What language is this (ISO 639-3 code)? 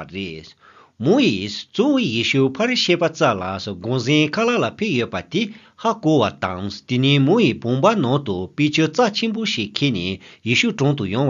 bod